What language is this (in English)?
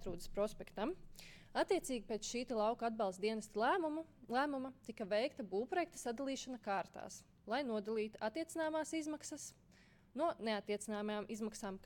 Latvian